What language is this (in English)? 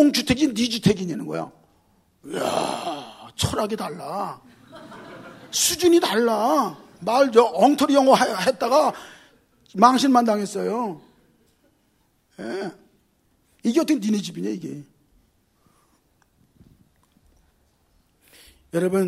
Korean